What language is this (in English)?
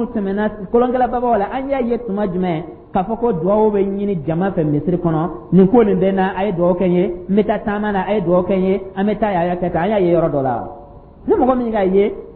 Dyula